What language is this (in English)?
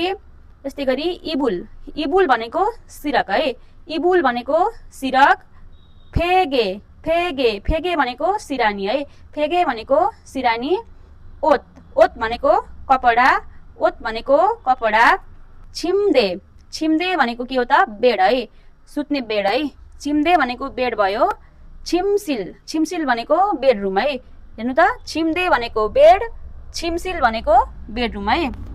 Nepali